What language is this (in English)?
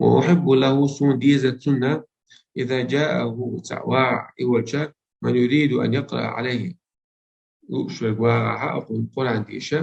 Chechen